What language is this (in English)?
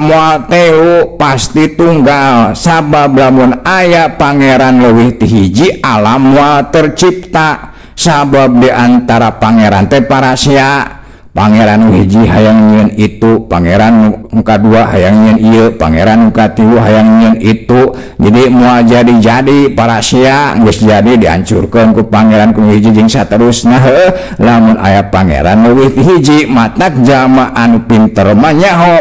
Sundanese